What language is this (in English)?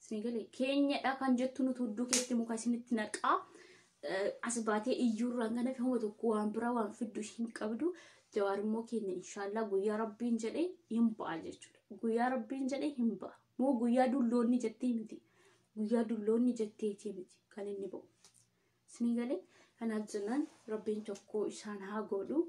Oromo